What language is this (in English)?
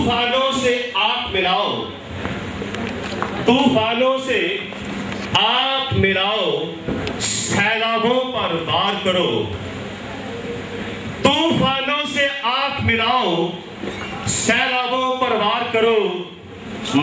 Hindi